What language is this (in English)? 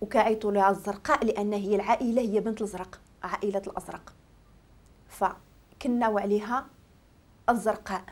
Moroccan Arabic